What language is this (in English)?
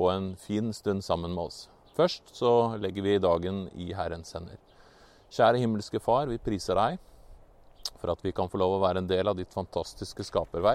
Norwegian